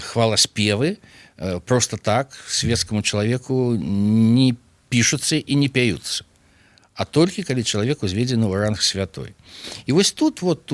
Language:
Belarusian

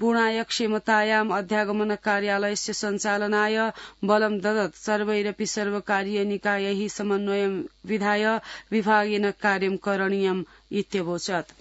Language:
Sanskrit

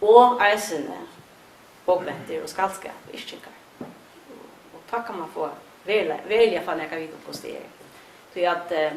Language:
Faroese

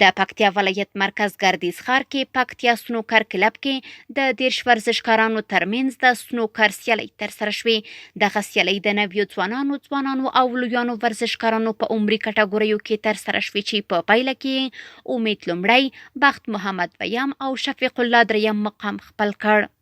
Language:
Pashto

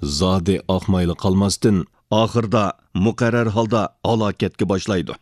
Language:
Uyghur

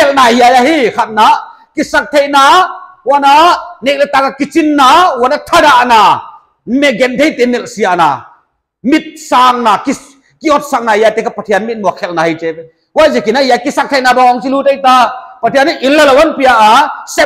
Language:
Paite Chin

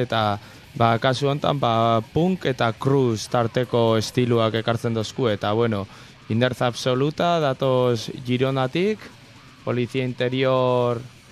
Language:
Basque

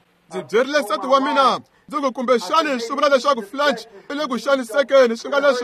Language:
Tsonga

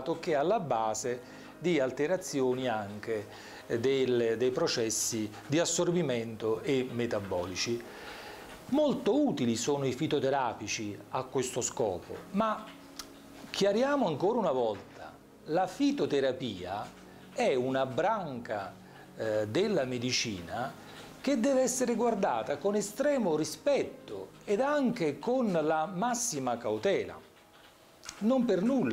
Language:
Italian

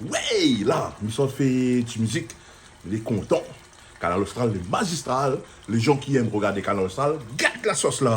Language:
Réunion Creole French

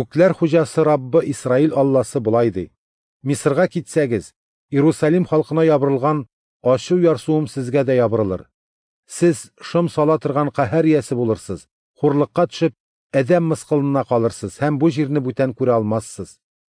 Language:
Tatar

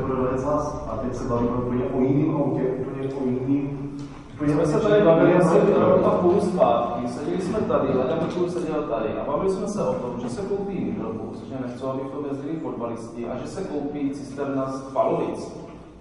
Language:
Czech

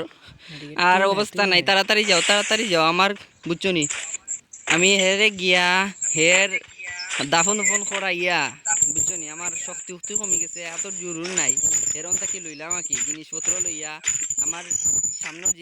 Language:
Sylheti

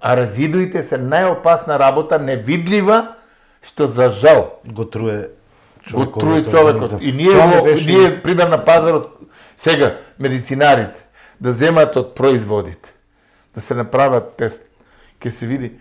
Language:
Macedonian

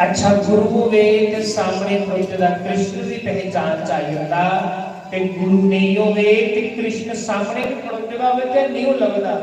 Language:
Dogri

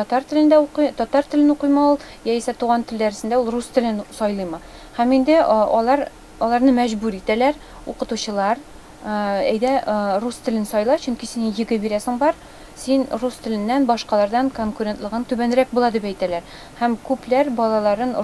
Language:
Tatar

